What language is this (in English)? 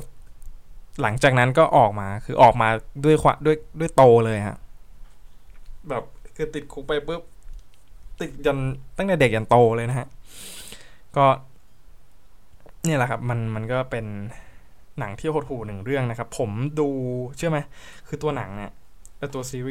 Thai